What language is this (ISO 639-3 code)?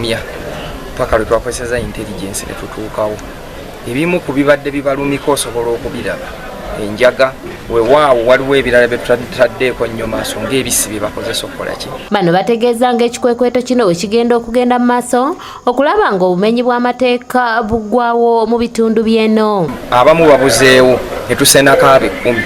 lug